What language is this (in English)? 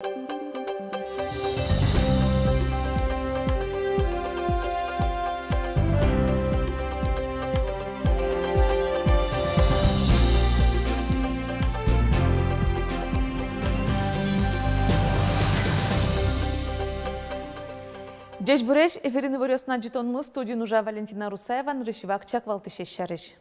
Udmurt